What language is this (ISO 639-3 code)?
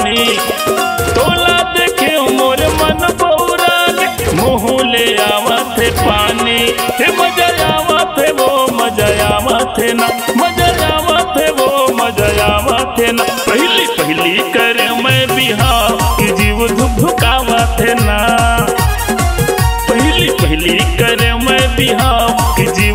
hne